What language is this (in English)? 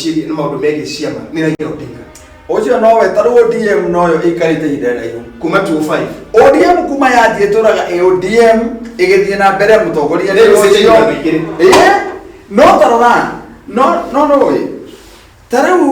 Kikuyu